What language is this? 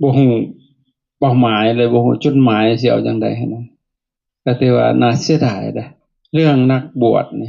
Lao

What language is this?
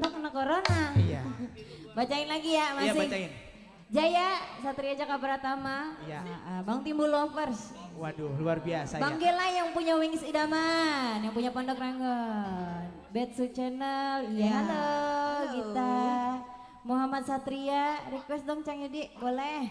Betawi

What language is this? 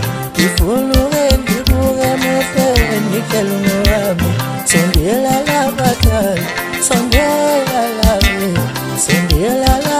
Zulu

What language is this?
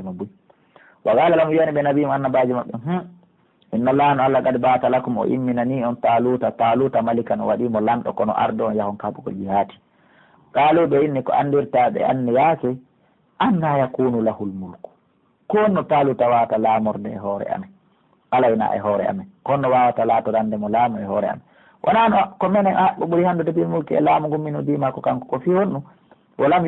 Pular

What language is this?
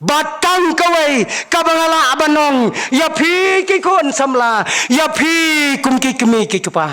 Khasi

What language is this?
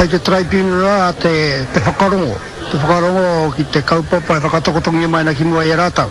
Māori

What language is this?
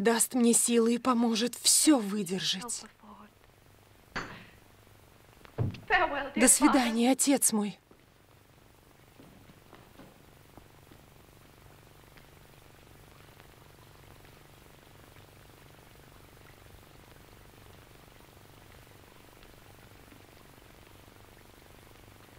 Russian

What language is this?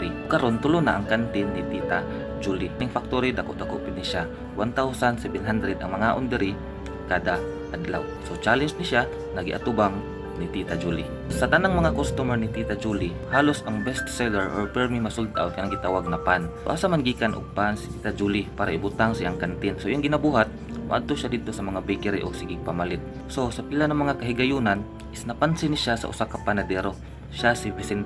Cebuano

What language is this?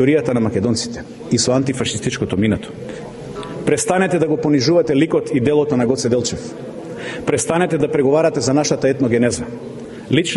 Macedonian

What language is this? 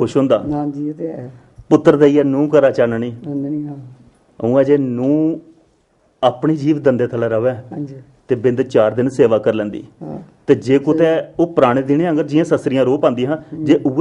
Dogri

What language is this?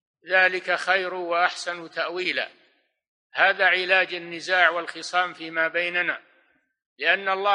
Arabic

